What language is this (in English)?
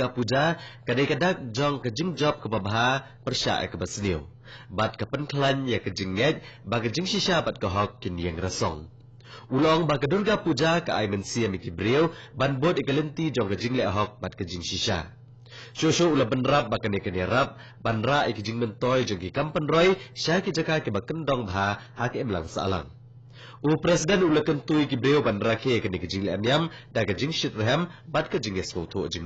Khasi